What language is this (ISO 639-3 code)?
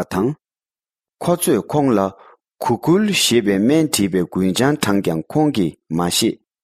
bod